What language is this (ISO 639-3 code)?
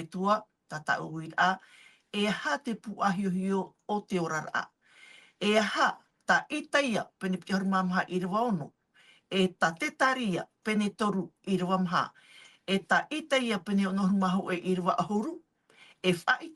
tah